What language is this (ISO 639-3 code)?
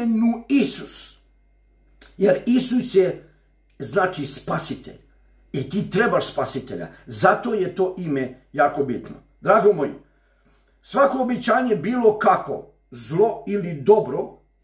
hrv